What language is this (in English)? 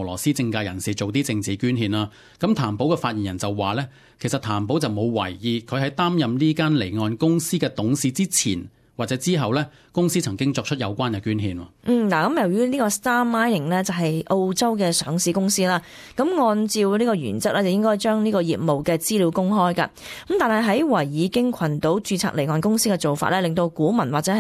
Cantonese